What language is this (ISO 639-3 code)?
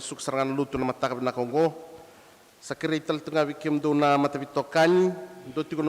fij